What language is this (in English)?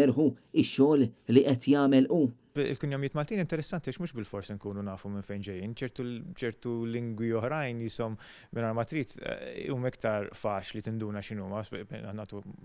Maltese